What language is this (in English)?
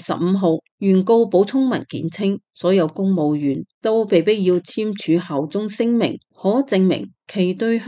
Cantonese